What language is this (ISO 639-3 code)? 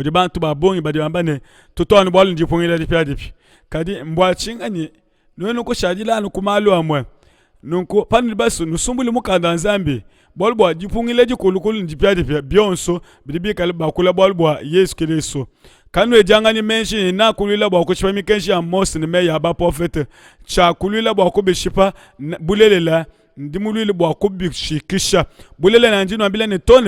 lua